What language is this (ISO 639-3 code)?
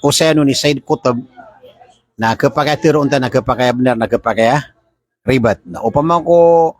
mrw